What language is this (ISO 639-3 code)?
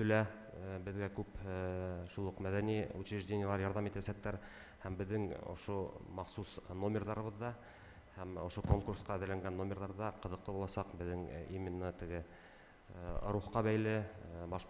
bak